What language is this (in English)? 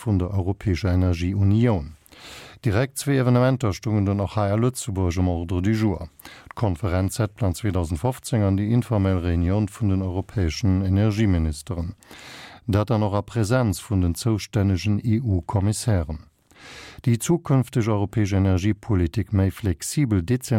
Luxembourgish